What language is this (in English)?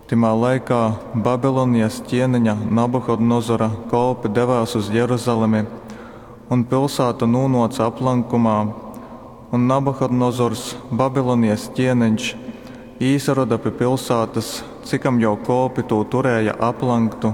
Latgalian